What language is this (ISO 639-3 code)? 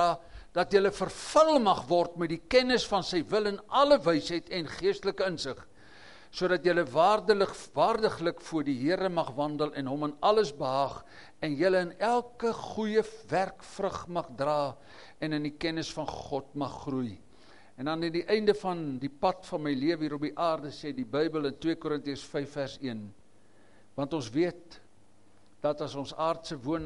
afr